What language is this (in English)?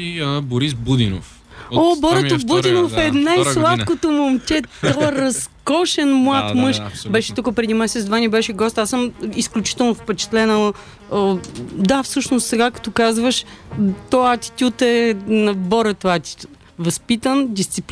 Bulgarian